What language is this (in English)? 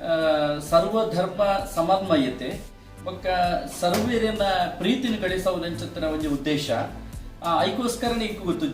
Tulu